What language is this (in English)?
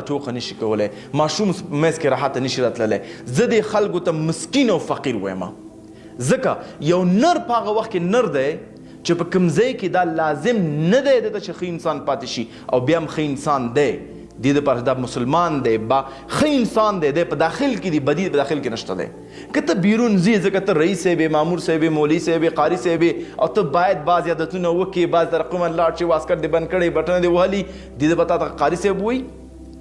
Pashto